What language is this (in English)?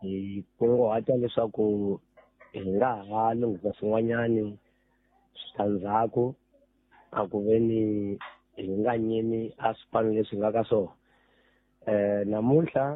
Tsonga